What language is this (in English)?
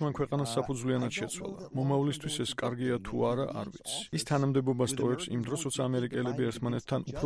Georgian